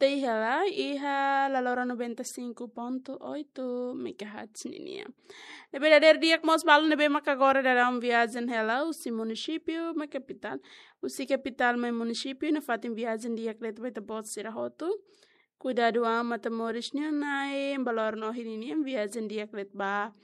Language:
Tetum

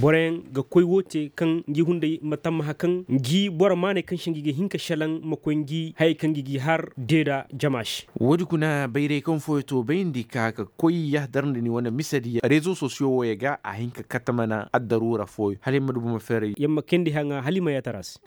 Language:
Koyraboro Senni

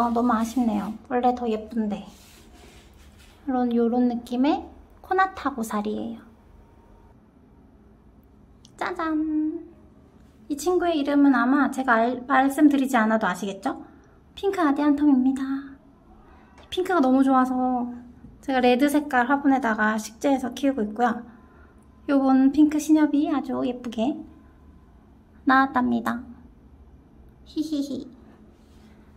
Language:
Korean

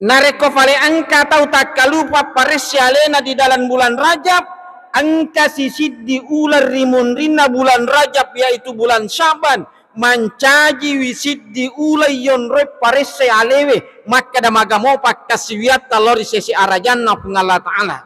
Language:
Buginese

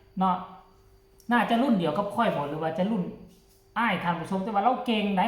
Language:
Northeastern Thai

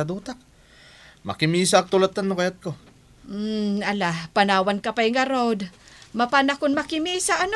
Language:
Iloko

